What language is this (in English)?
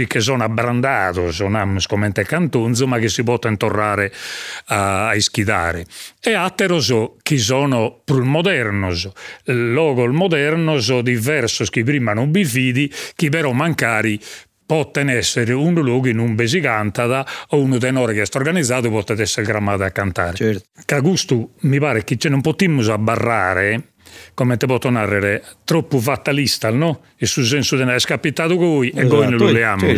Sardinian